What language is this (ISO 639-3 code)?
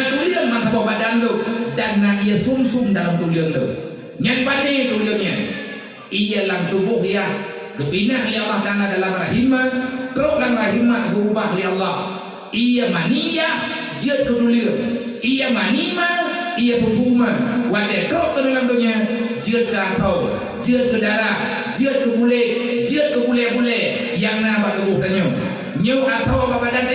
ace